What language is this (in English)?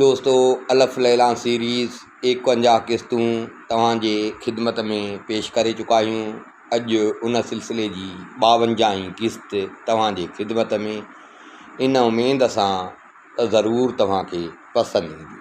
Sindhi